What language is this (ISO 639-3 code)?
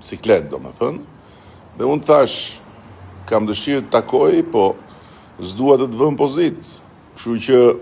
sqi